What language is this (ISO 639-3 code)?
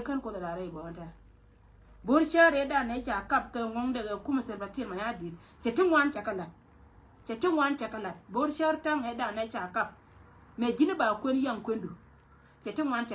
nus